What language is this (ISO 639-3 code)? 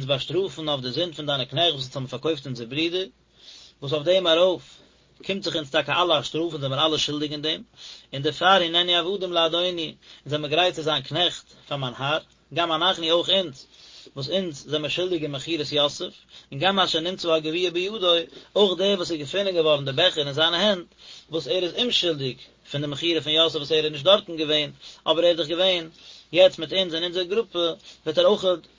yid